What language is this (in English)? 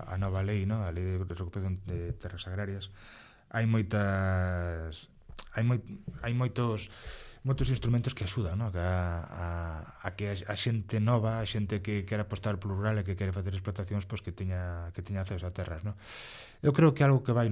Galician